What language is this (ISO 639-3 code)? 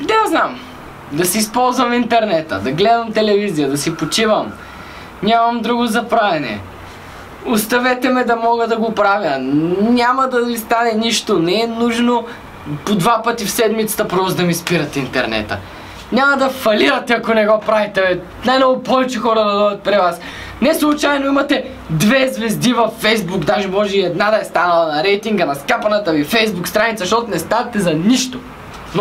bul